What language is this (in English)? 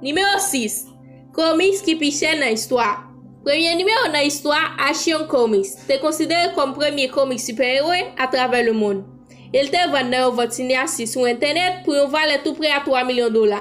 Haitian Creole